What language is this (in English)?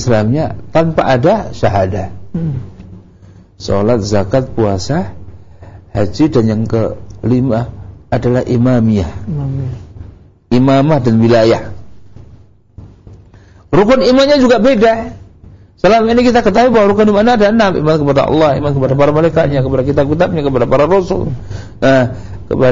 Indonesian